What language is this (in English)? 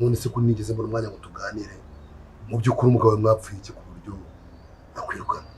Kinyarwanda